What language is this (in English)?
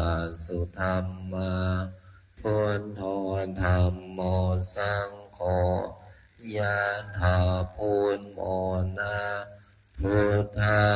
Pali